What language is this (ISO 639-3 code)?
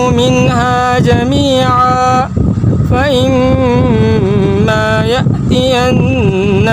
rhg